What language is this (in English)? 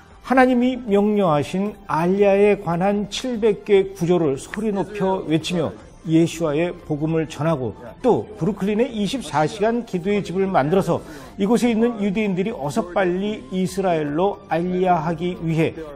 Korean